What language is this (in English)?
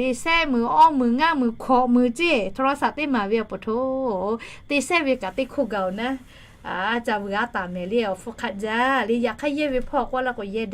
Lahu